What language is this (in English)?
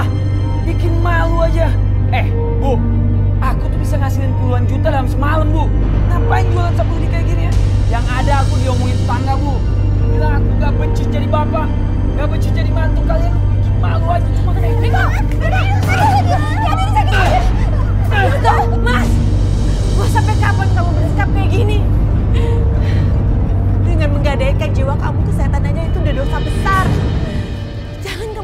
Indonesian